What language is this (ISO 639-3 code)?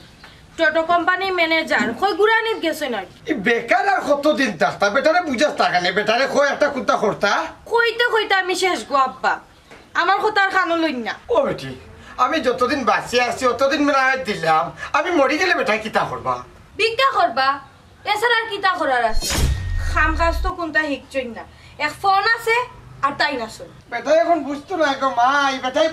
syl